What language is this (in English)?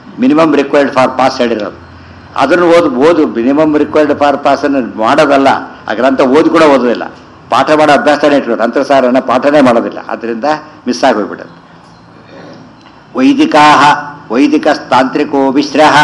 Kannada